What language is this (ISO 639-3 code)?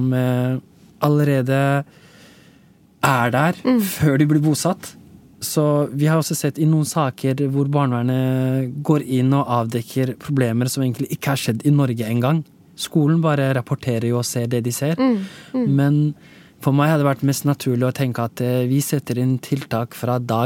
nor